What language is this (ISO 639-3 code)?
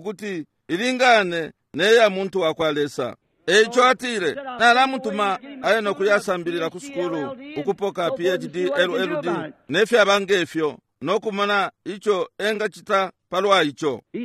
bem